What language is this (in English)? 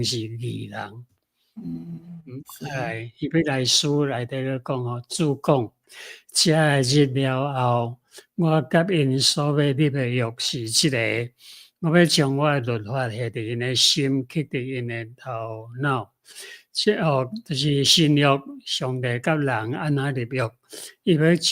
Min Nan Chinese